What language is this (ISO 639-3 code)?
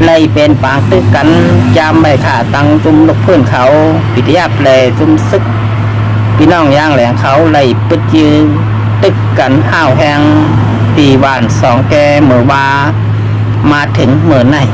shn